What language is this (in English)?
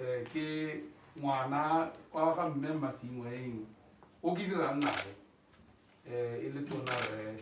Tswana